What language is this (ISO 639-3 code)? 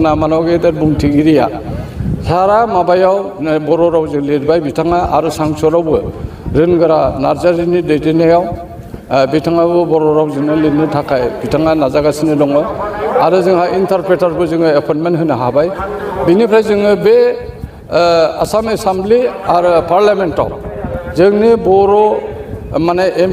brx